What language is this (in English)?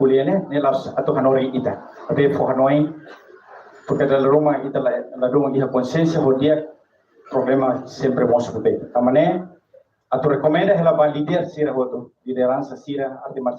Tetum